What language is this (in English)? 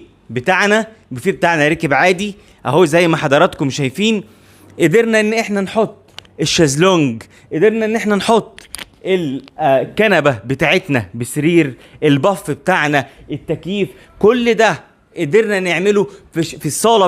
Egyptian Arabic